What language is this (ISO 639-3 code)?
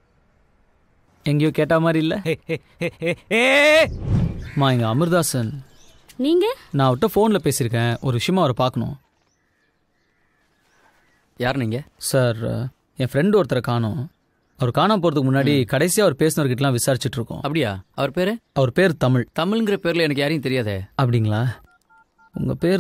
tam